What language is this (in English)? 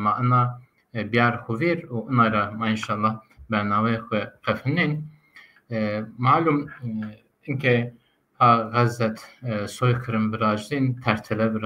Zaza